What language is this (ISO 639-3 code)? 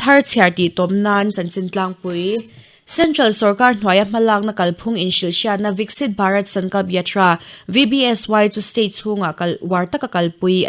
lus